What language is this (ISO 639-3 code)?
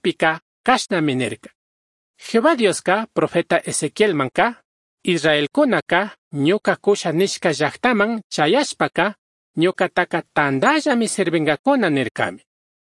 qug